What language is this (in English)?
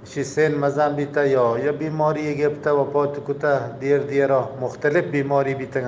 Eastern Balochi